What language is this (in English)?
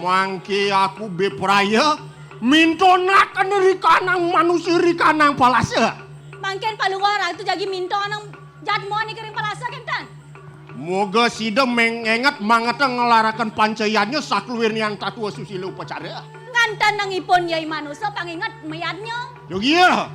Balinese